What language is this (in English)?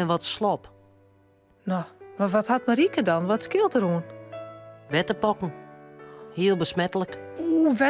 Western Frisian